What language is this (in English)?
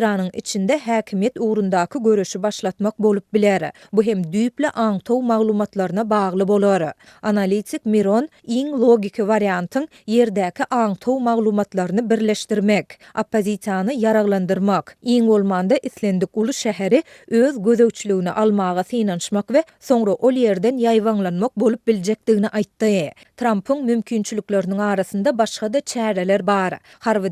Turkmen